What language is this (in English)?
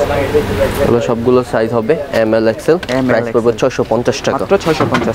Bangla